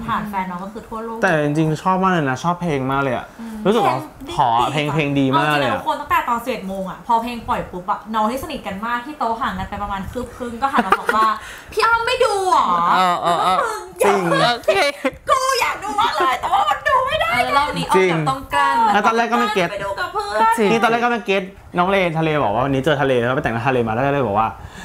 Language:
Thai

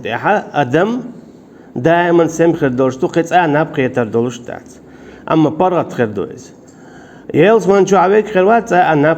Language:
Chechen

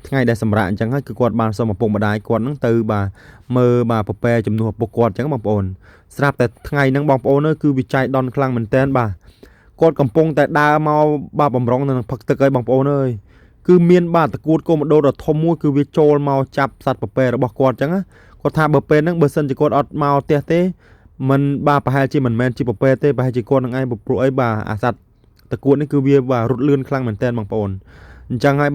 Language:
Khmer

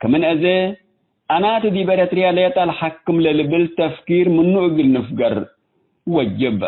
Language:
Tigre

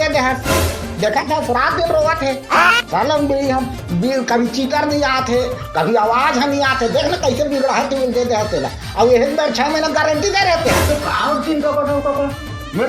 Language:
Chhattisgarhi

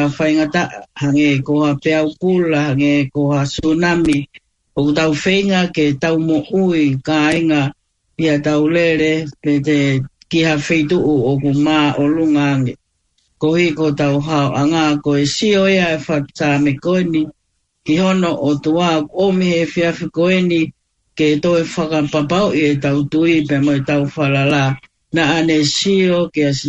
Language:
Tongan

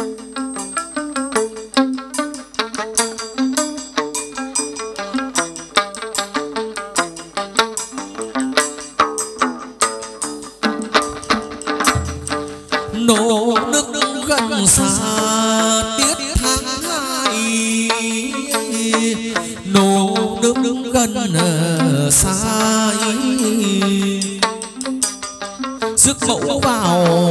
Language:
Vietnamese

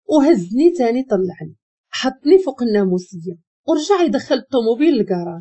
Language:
Moroccan Arabic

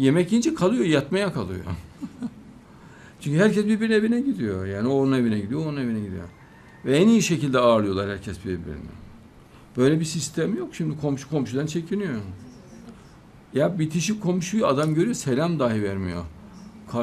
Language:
Turkish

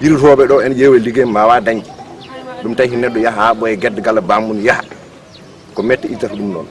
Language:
Fula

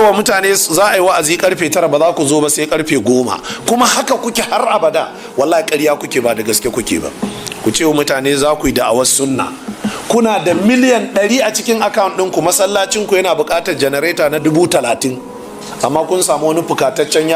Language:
Hausa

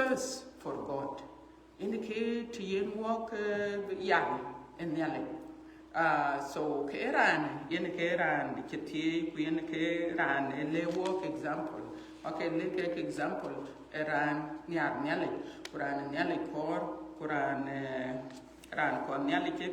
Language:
Dinka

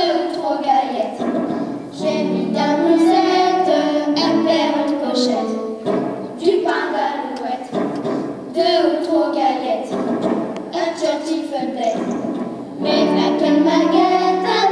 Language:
Picard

